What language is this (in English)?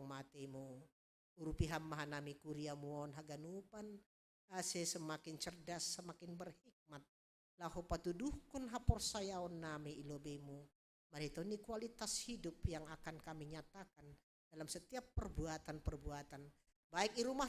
Batak Simalungun